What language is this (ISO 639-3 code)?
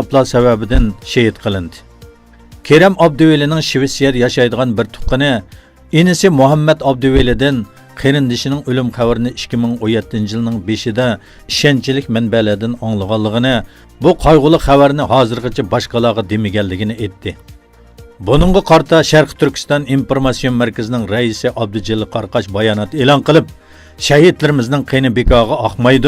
uig